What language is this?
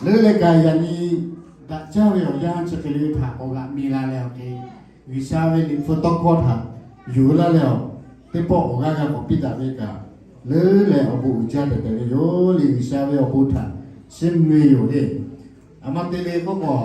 Lahu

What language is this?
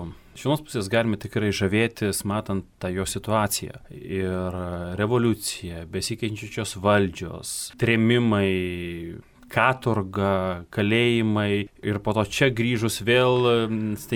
Lithuanian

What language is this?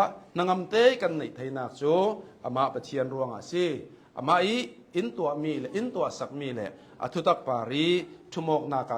Hakha Chin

